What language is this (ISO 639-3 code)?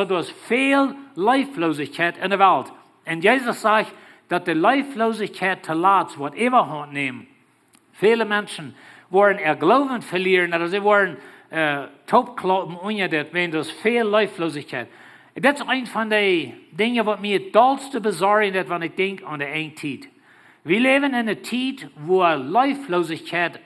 pdt